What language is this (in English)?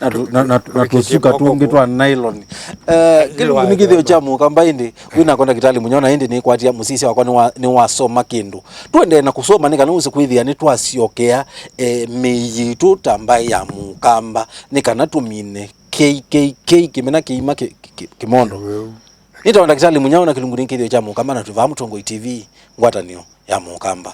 Kamba